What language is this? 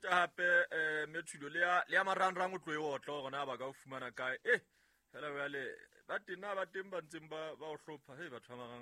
Southern Sotho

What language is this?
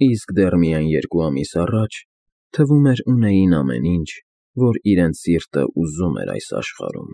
Armenian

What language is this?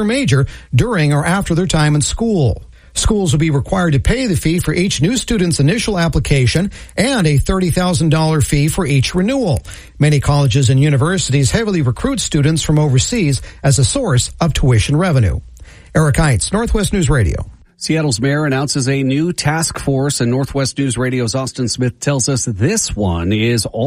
English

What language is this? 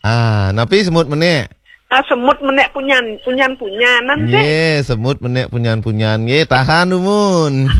Balinese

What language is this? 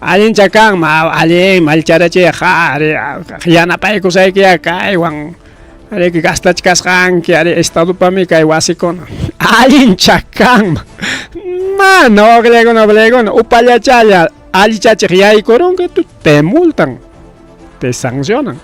Ayacucho Quechua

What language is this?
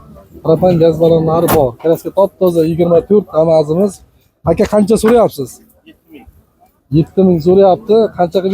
Uzbek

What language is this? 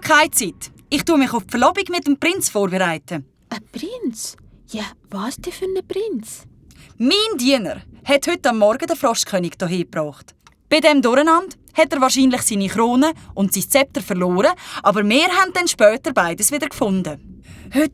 Swiss German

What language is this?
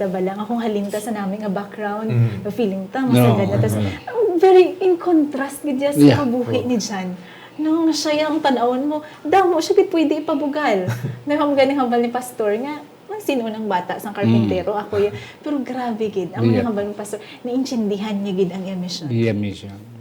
Hiligaynon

